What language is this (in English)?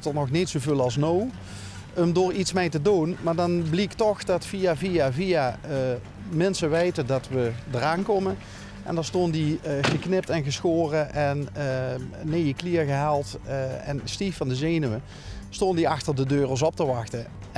Limburgish